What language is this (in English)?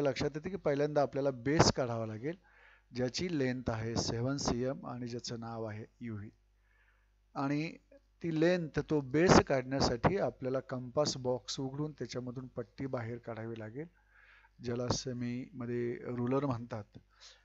Marathi